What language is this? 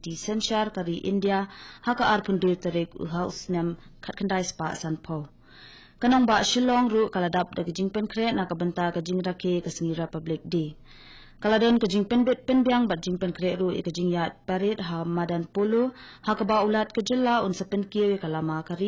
Khasi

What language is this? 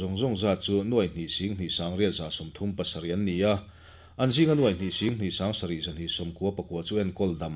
Mizo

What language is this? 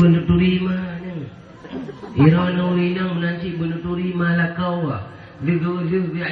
Achinese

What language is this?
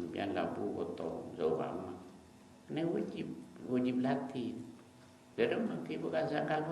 Madurese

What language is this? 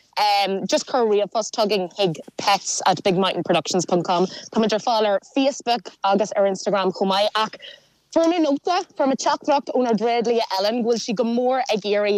Irish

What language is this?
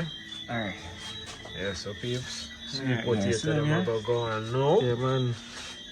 Jamaican Creole English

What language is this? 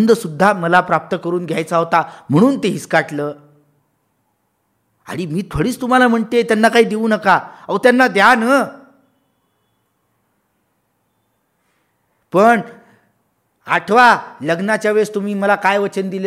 Marathi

